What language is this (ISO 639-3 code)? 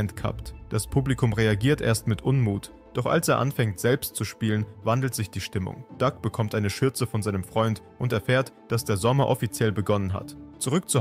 deu